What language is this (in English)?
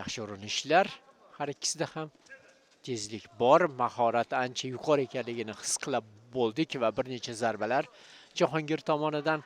Uzbek